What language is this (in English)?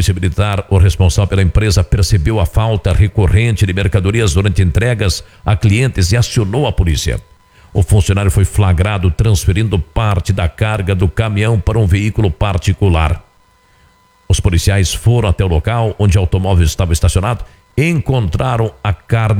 Portuguese